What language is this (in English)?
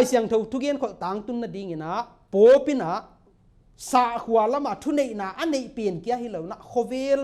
Paite Chin